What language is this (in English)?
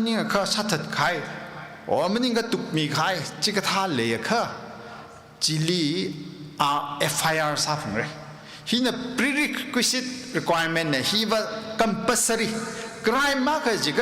Tangkhul Naga (India)